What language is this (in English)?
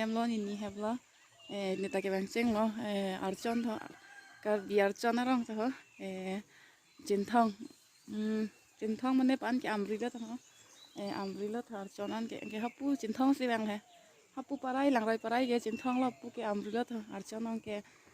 Karbi